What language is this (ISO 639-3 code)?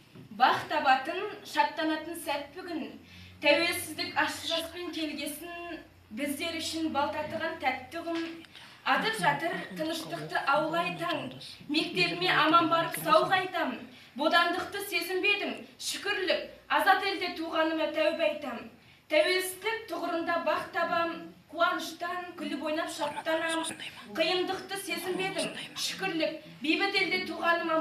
kaz